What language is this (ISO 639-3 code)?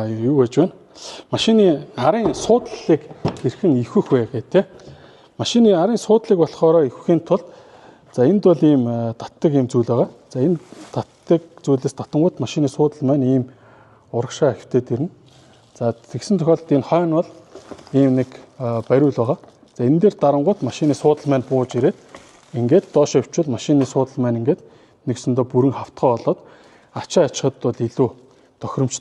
mon